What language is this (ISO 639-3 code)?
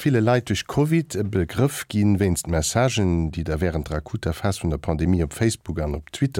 ltz